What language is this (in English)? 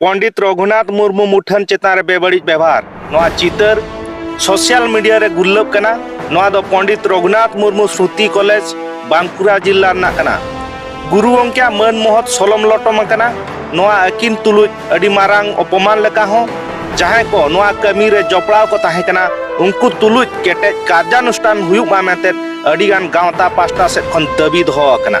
Santali